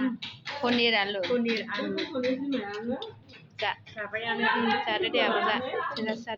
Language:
Bodo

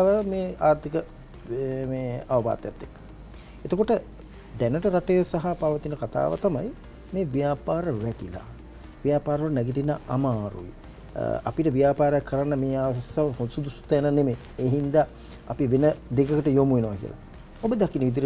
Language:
Sinhala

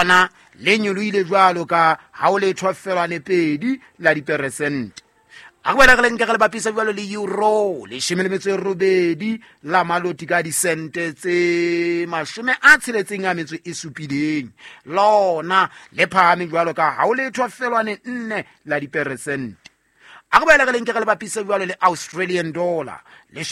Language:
Southern Sotho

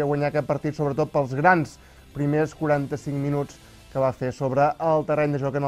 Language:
Catalan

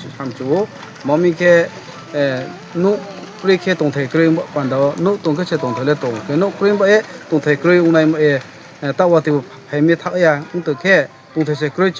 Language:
Riang (India)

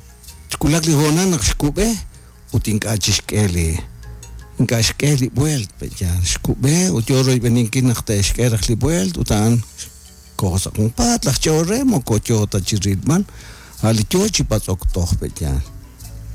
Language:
Kekchí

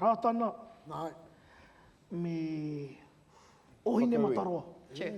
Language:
Māori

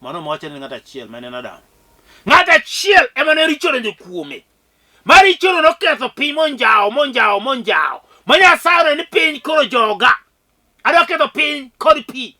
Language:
Luo (Kenya and Tanzania)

